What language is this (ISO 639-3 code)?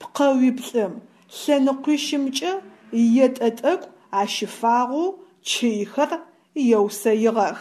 ady